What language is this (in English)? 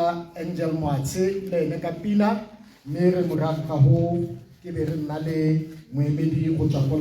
Tswana